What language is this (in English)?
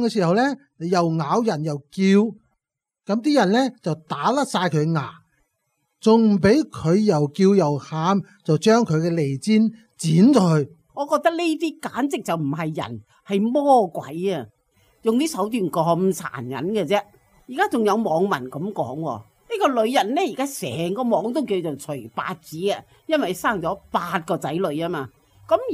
Cantonese